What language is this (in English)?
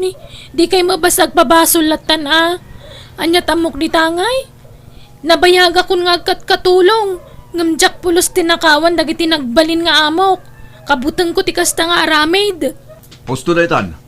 Iloko